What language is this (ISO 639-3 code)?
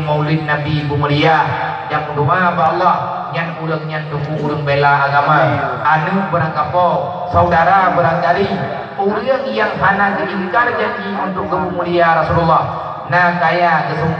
ace